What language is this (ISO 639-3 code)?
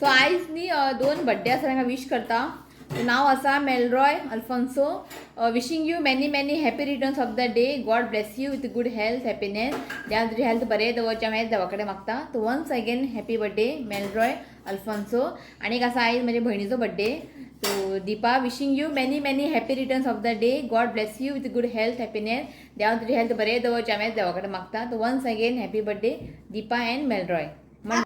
kok